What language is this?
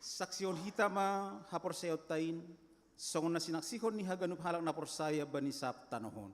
Batak Simalungun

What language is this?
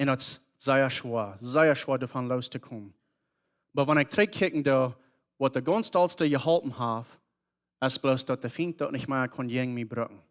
Plautdietsch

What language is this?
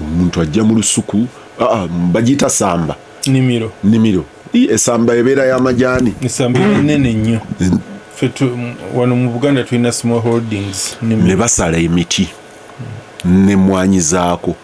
Ganda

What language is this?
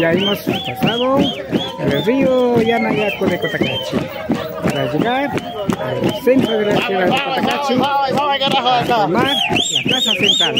Imbabura Highland Quichua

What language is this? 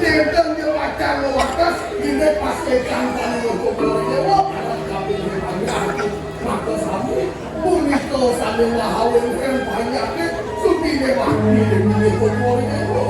Balinese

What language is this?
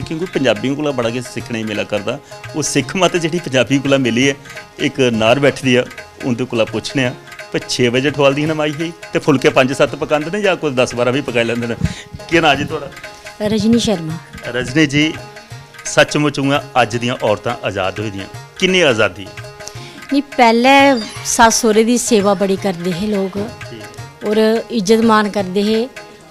Dogri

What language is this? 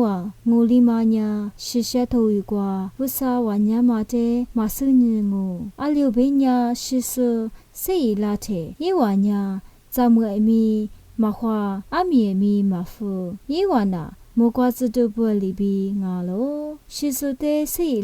Lisu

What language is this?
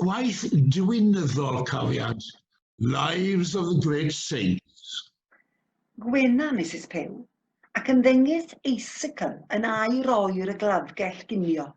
Welsh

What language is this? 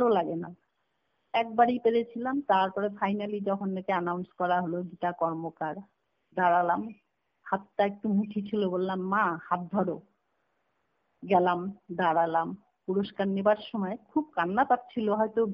Bangla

